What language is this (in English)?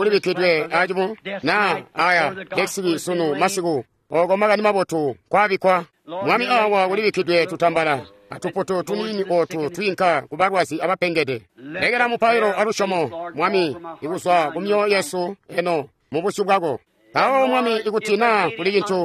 Tonga (Zambia)